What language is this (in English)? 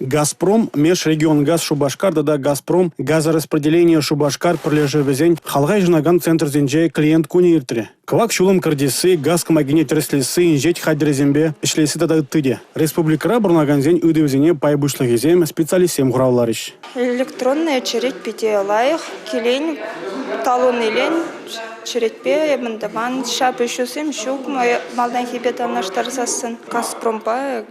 Chuvash